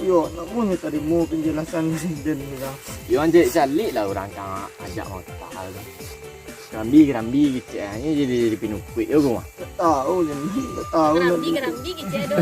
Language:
Minangkabau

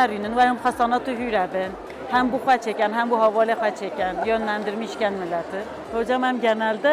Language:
Kurdish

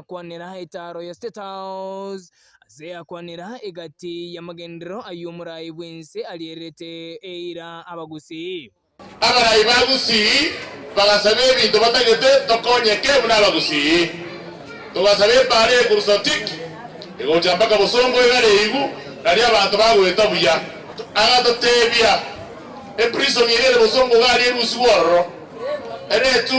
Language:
Gusii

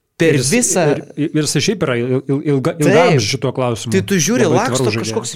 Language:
Lithuanian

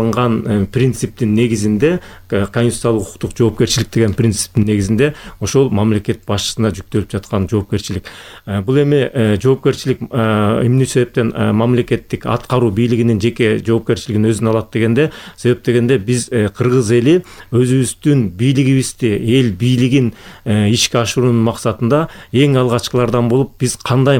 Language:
Kyrgyz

